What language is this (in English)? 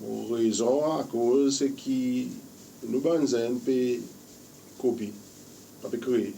Seselwa Creole French